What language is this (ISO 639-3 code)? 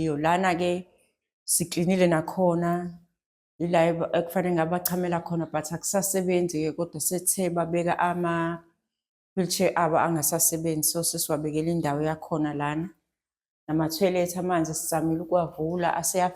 zul